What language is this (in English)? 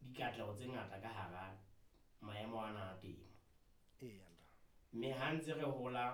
Southern Sotho